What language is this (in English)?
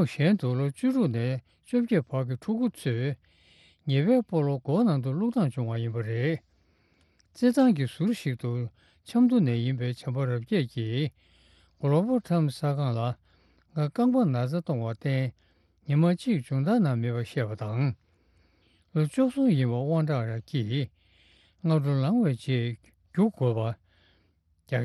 Tibetan